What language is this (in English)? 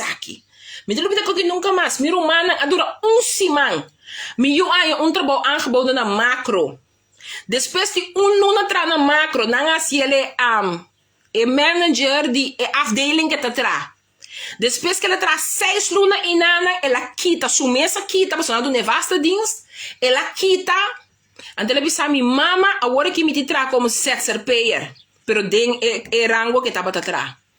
Papiamento